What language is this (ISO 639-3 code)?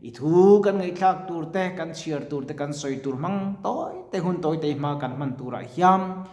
lus